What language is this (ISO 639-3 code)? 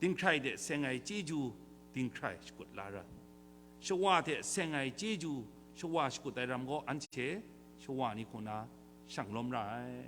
kac